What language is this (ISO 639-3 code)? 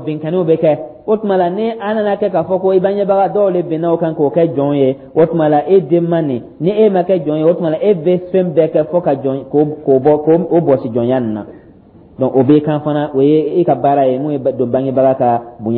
dyu